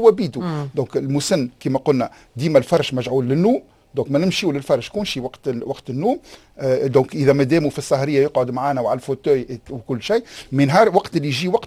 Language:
Tunisian Arabic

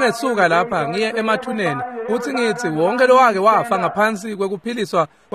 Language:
Swati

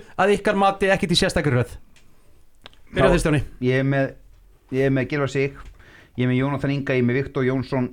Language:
Icelandic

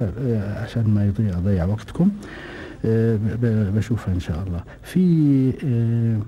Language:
Gulf Arabic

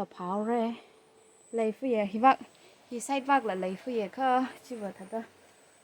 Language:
Tangkhul Naga (India)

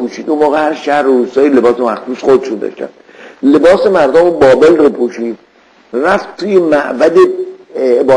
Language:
Persian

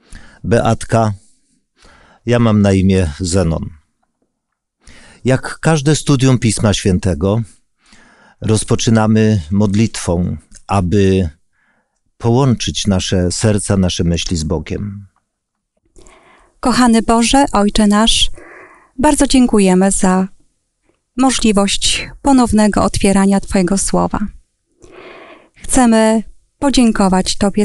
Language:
Polish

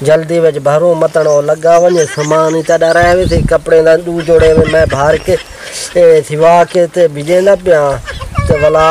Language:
Saraiki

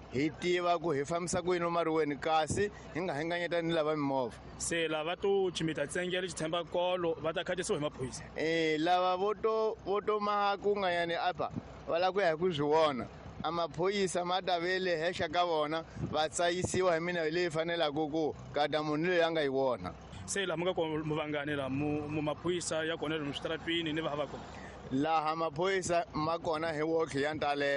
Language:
Tsonga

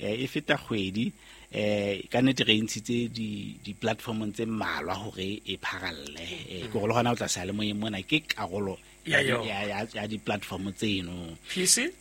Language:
Southern Sotho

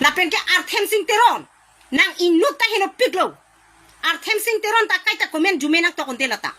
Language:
Karbi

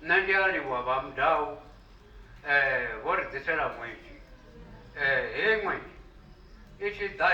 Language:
Venda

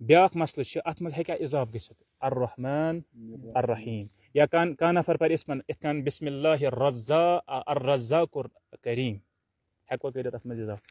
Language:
Kashmiri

